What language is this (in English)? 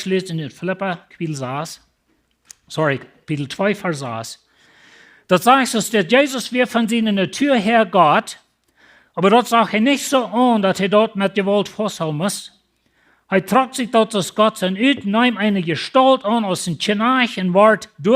Plautdietsch